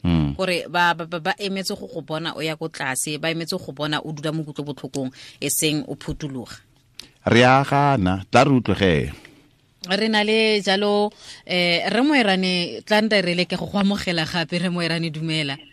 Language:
Tswana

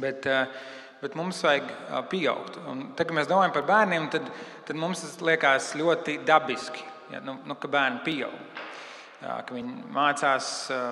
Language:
Latvian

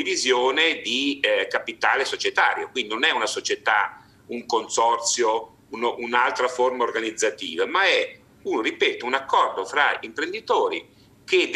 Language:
Italian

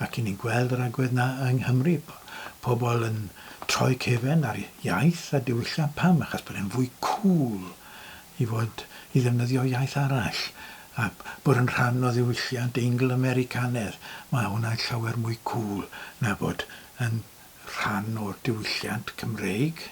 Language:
Welsh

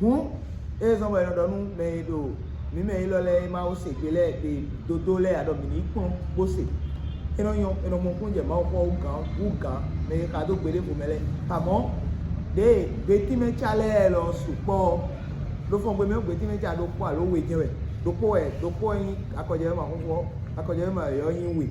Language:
Fon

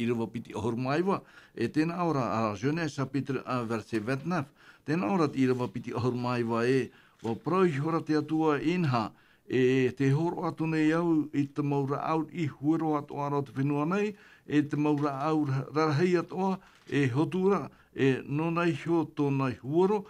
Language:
Tahitian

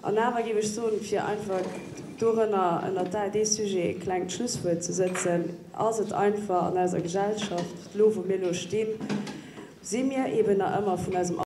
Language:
Luxembourgish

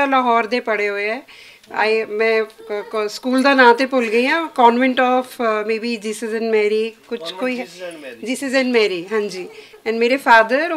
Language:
Western Panjabi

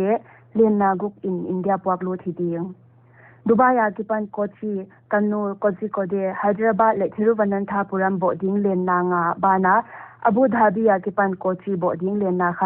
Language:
Paite Chin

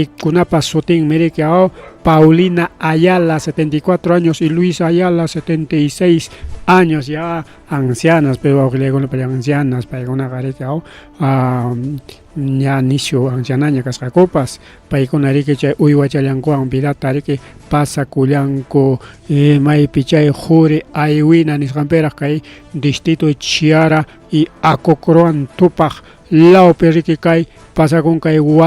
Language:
Ayacucho Quechua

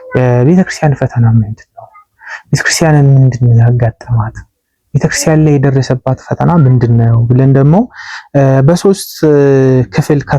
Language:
Amharic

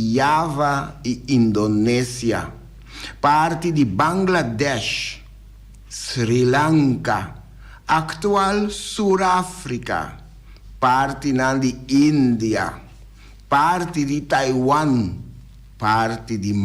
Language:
Papiamento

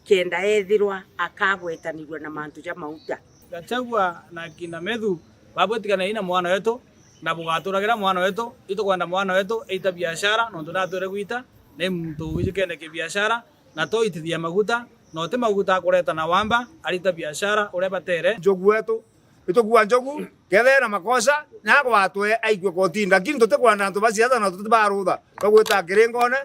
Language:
Meru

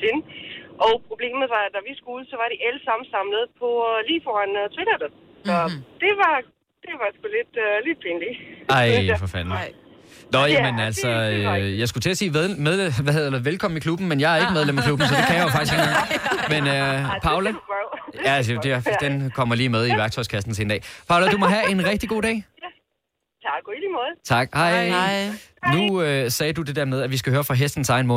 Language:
Danish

